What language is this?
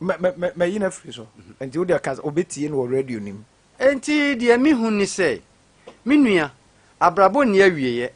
Akan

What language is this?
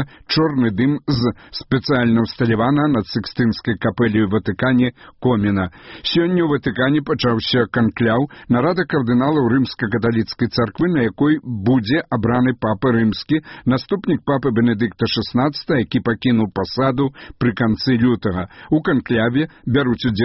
Belarusian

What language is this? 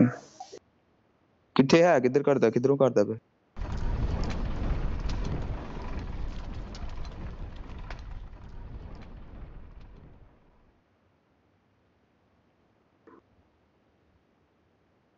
Punjabi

